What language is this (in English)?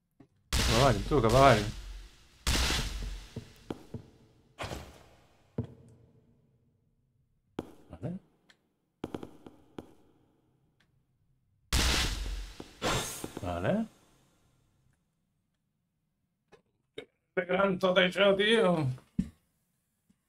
Catalan